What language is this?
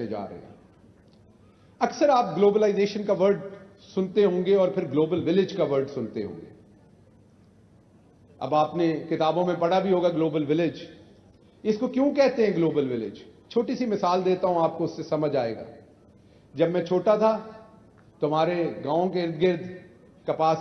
Urdu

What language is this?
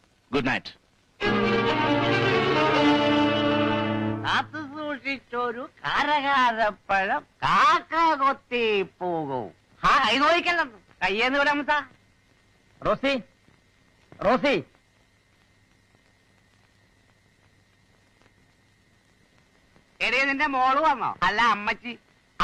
Malayalam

